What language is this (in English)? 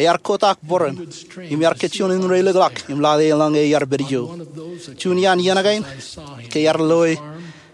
Marshallese